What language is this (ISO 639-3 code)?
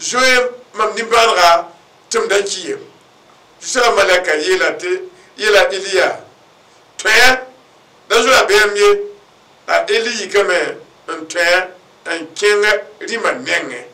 mos